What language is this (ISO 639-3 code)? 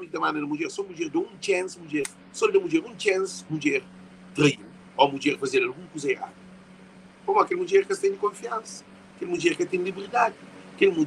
kea